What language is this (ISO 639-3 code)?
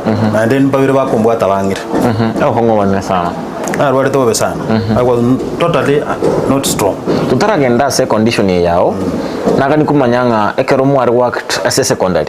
guz